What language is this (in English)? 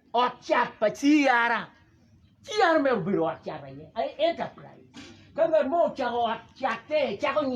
Acoli